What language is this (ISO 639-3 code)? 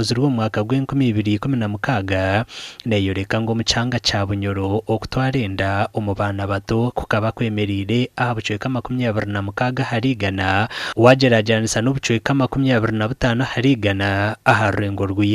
nyn